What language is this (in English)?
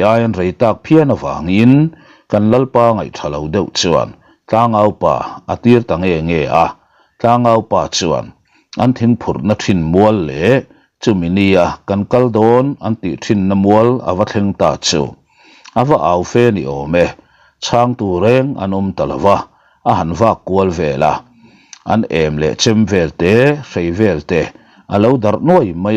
Mizo